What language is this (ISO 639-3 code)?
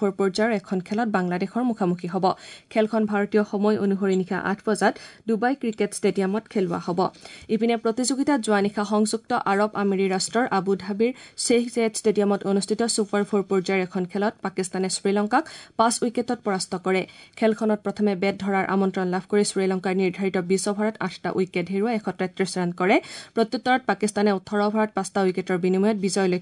asm